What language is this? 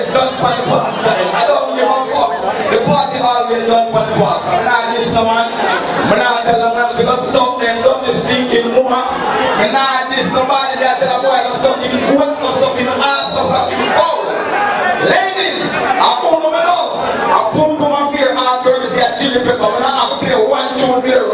Jamaican Creole English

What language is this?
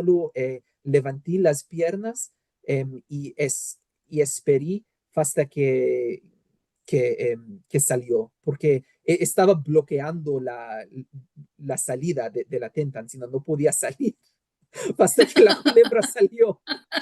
Ladino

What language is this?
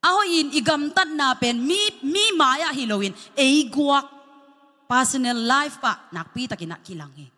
Tedim Chin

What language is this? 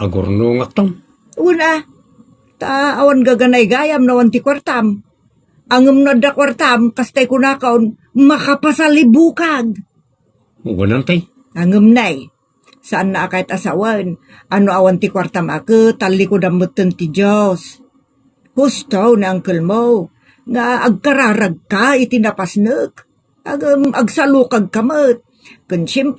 Iloko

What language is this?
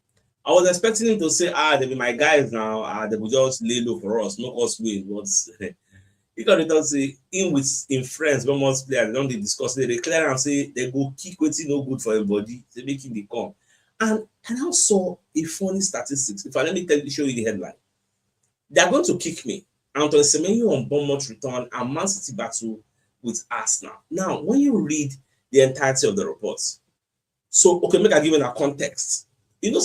Nigerian Pidgin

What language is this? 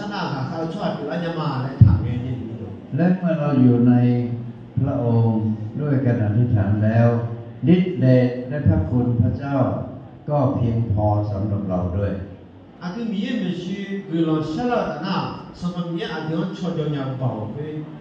Akha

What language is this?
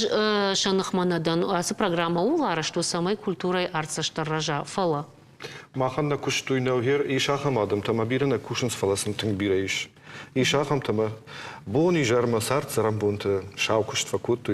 Ossetic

